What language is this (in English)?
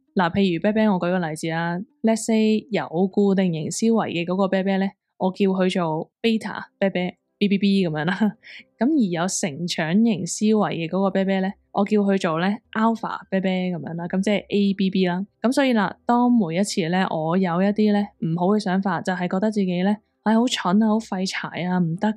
Cantonese